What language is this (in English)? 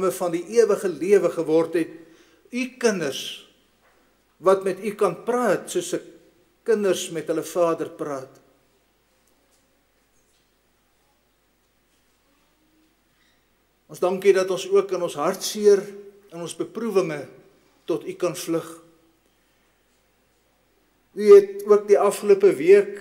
Afrikaans